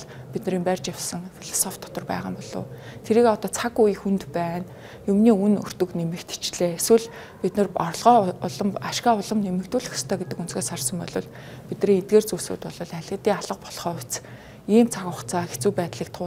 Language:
Mongolian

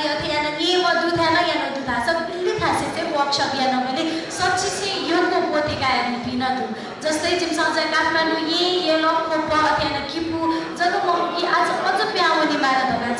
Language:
Newari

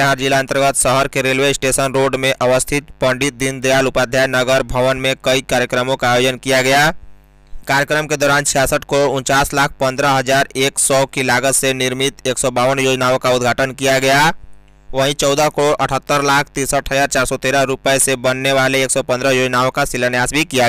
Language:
Hindi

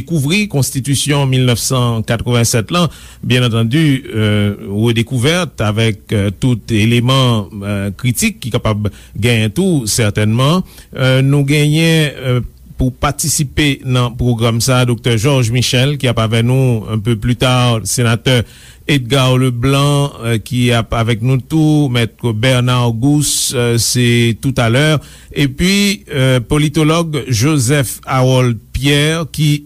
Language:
Haitian Creole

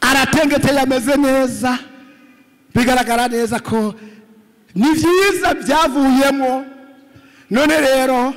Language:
Rundi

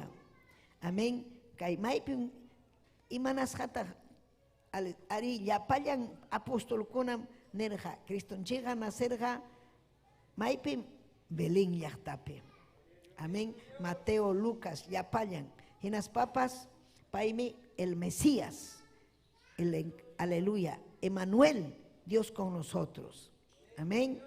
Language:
Ayacucho Quechua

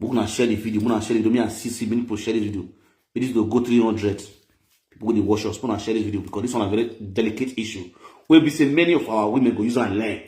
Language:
Nigerian Pidgin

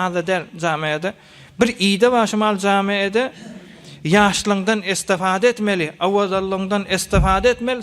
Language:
Turkmen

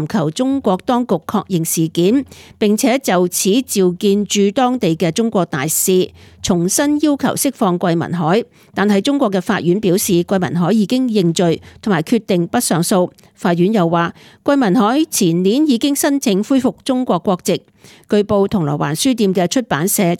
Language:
Cantonese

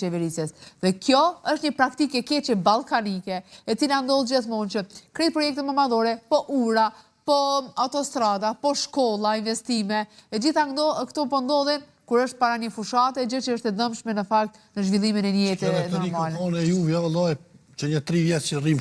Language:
Albanian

